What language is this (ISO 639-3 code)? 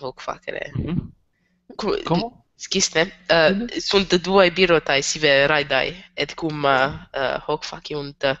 lat